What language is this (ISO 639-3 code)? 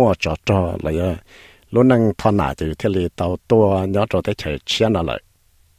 vie